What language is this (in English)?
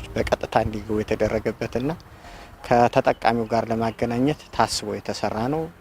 Amharic